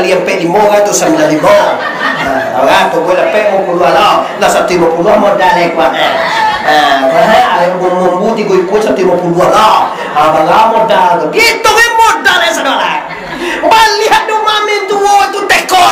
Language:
Minangkabau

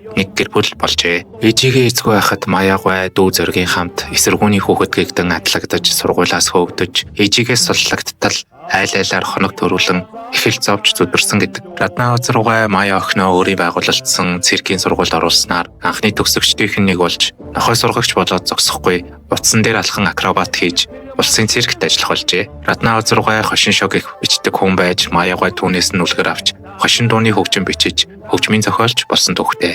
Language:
Mongolian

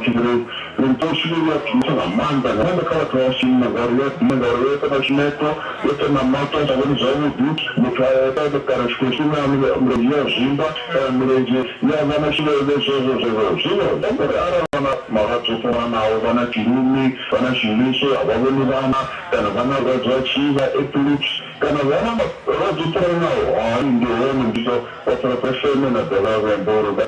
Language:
Venda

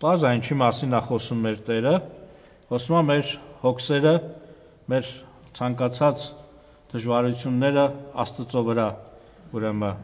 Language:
Armenian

